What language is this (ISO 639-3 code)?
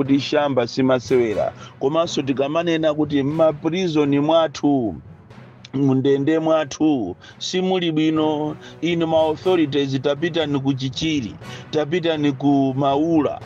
nya